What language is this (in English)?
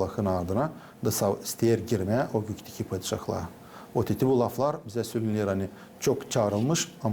Gagauz